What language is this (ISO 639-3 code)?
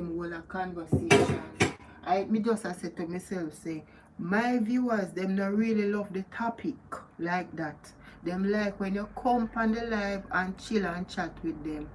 jam